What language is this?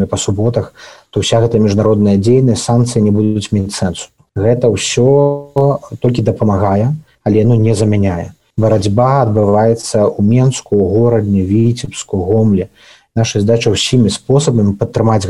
Belarusian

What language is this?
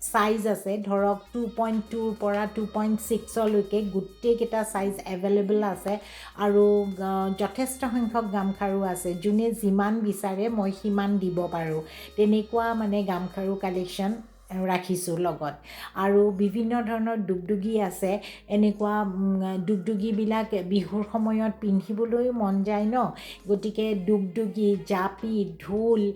Assamese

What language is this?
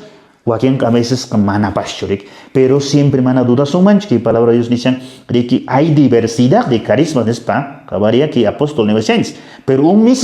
Quechua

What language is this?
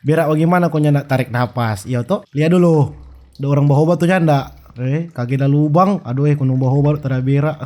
Manado Malay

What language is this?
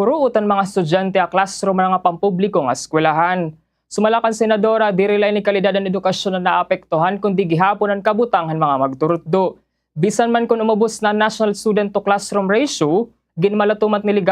Waray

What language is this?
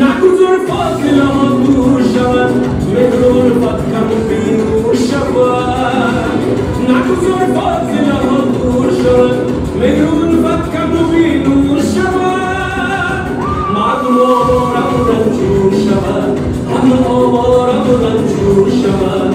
Tajik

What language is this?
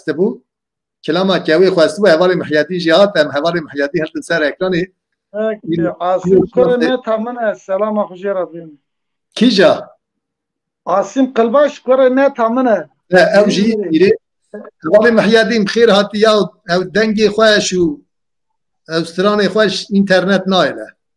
Kurdish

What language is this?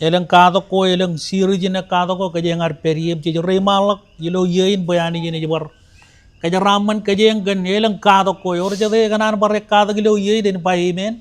Marshallese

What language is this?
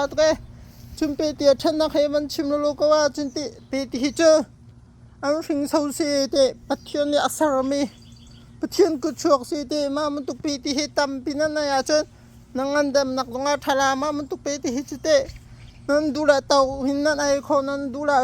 Hakha Chin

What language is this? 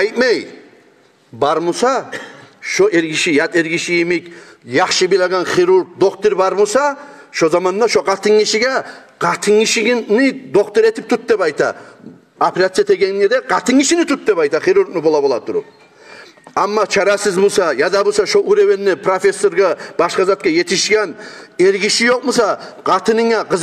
Kumyk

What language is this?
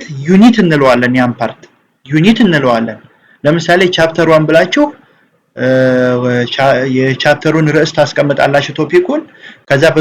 Amharic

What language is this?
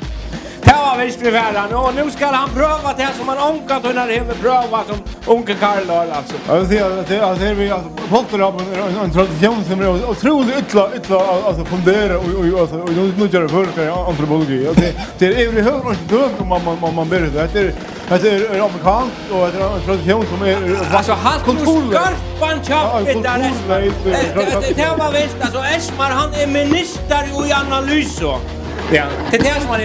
Faroese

